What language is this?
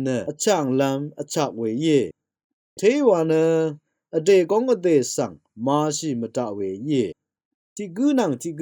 Rawang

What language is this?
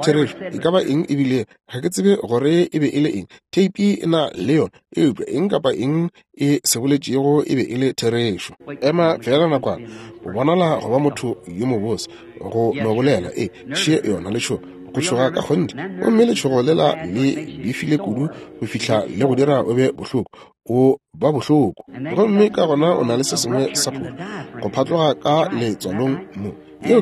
Northern Sotho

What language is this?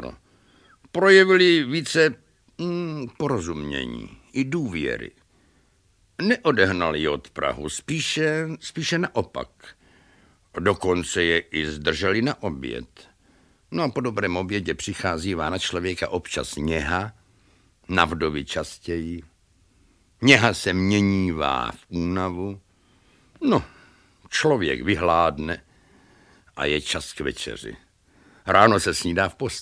Czech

